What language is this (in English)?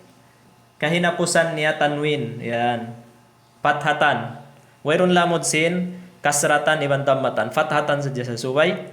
Tausug